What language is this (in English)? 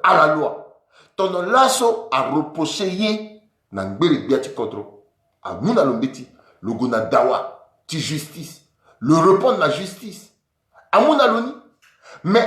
Sango